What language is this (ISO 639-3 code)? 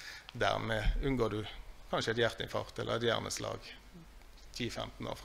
nor